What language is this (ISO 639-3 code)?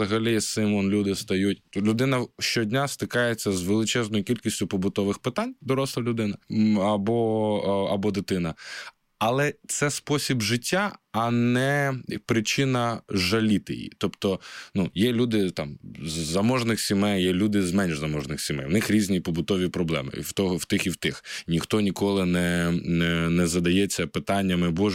ukr